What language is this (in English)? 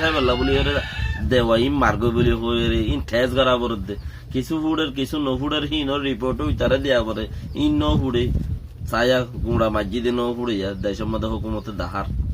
Rohingya